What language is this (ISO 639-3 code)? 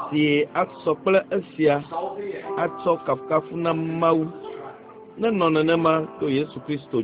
ewe